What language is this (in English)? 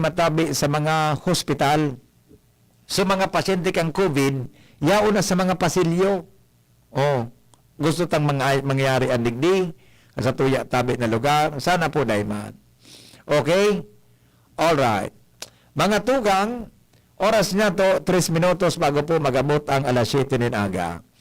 Bikol